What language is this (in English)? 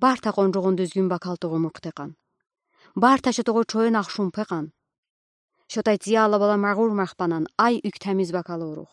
Udi